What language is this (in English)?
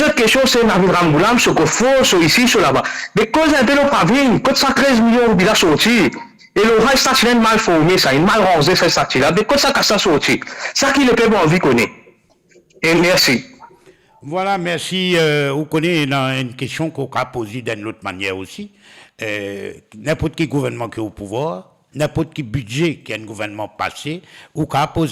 Morisyen